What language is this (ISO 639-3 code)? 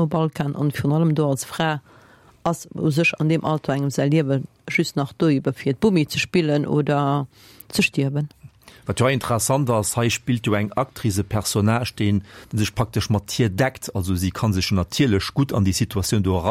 ltz